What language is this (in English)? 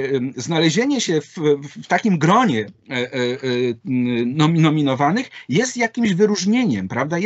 Polish